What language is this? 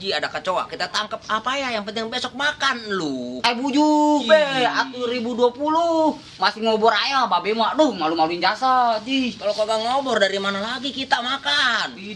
Betawi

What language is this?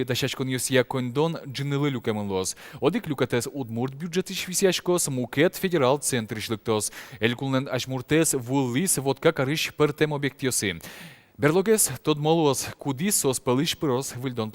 Udmurt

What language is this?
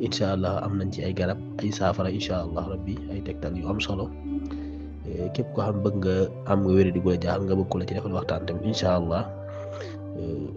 Wolof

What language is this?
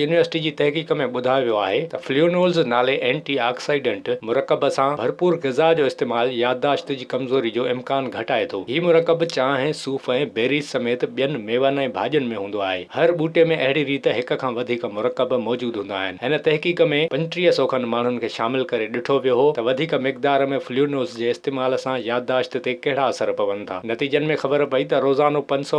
Sindhi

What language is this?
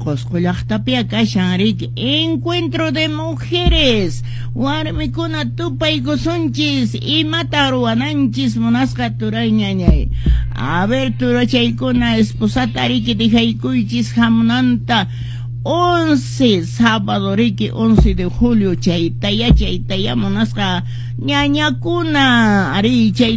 Quechua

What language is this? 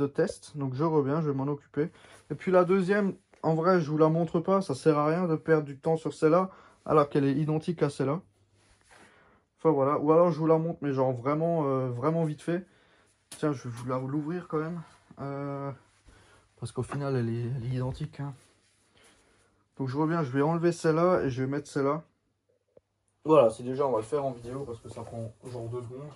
French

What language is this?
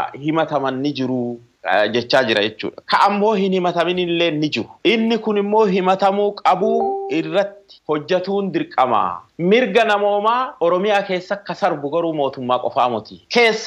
Oromo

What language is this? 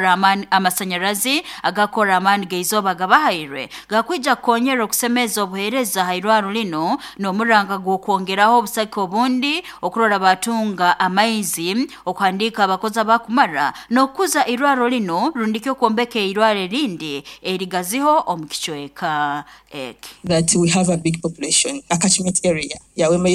Nyoro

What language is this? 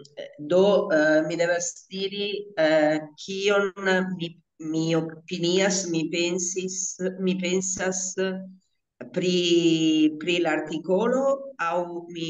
Esperanto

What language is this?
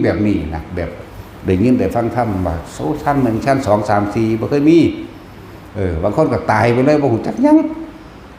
Northeastern Thai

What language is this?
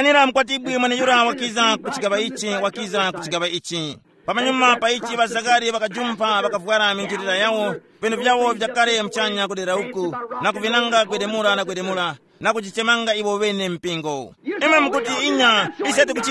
Tumbuka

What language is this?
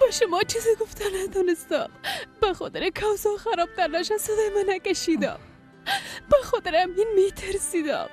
Persian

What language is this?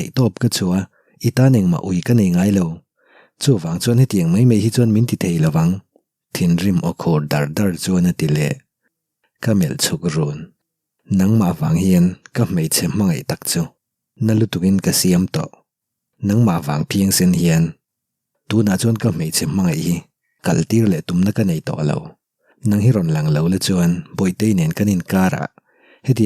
Mizo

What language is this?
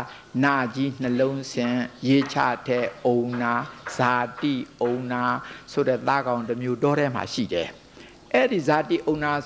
Burmese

